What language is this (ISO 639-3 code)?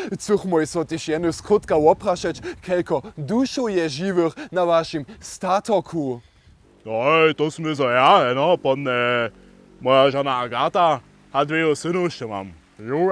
hsb